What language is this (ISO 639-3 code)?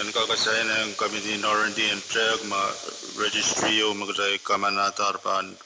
pon